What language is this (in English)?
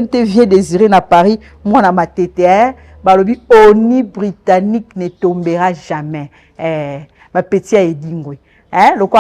Lingala